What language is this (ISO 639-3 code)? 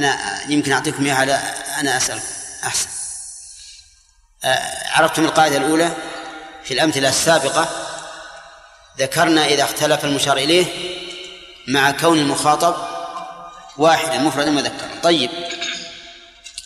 ara